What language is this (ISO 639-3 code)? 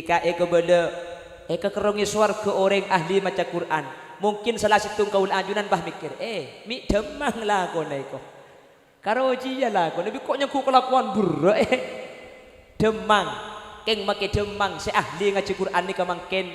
mad